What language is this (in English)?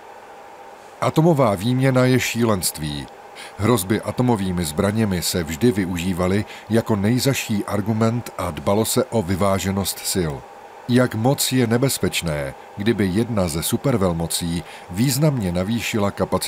Czech